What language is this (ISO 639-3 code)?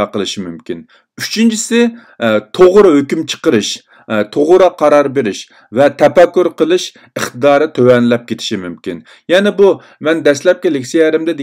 uig